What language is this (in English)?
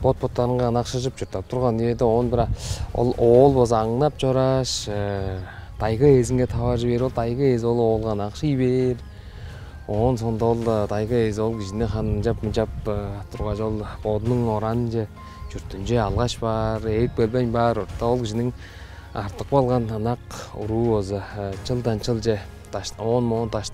Tuvinian